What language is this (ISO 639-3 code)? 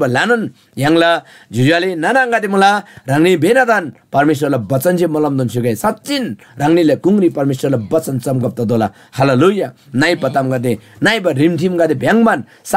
taj